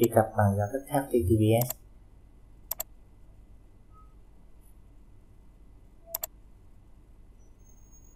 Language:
Vietnamese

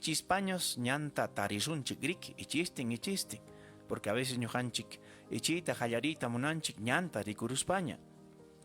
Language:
Ayacucho Quechua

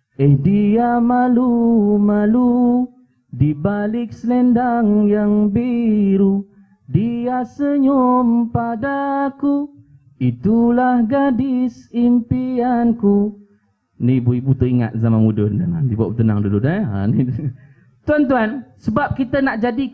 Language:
Malay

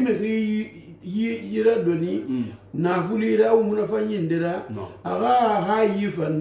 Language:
Susu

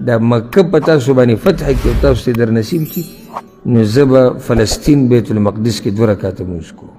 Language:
Pashto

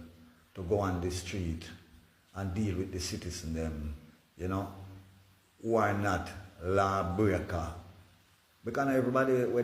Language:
Jamaican Creole English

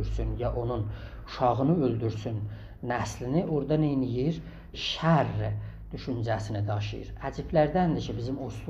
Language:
South Azerbaijani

